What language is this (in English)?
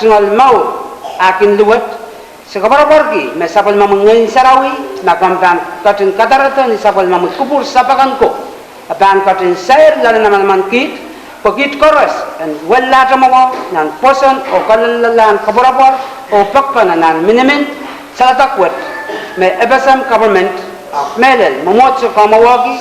Pohnpeian